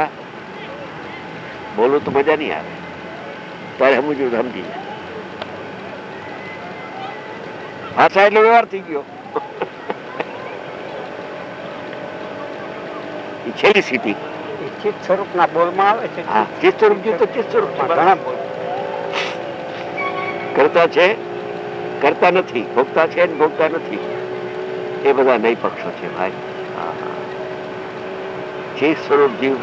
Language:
Gujarati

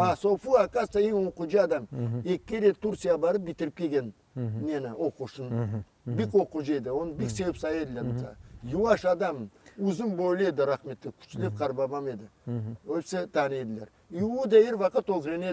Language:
Crimean Tatar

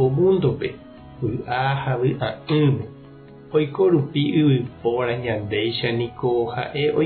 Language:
Guarani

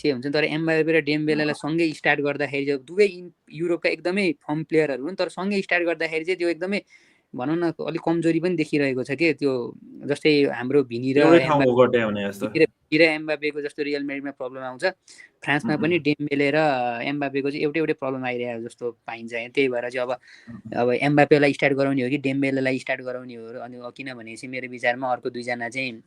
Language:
Nepali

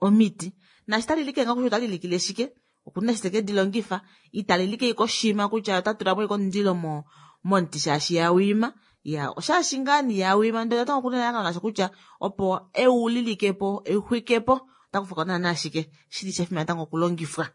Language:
Kuanyama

